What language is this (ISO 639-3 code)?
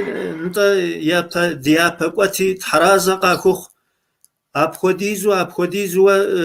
kbd